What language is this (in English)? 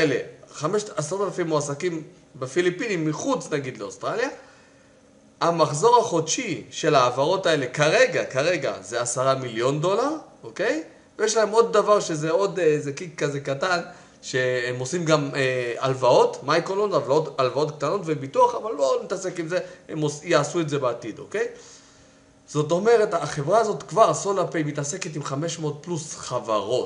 Hebrew